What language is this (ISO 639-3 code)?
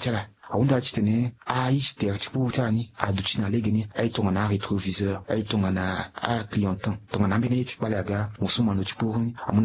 sag